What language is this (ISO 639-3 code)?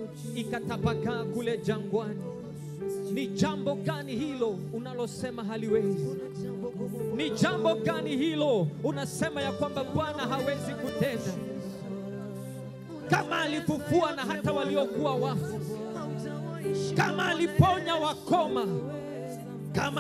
swa